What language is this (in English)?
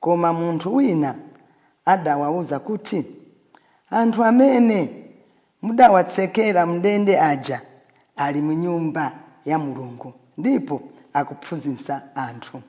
Nyanja